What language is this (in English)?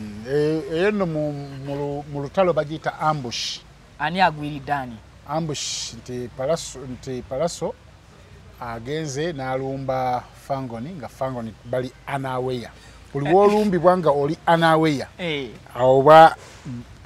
Ganda